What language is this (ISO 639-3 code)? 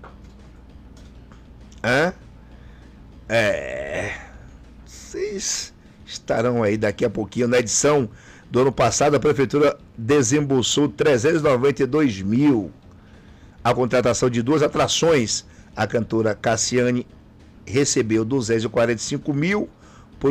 por